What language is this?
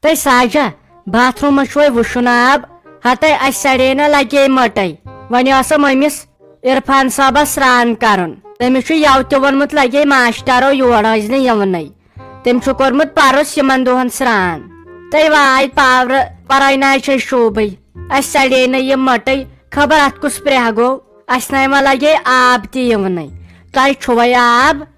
Kashmiri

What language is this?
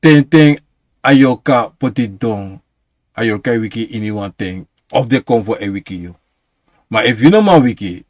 Sranan Tongo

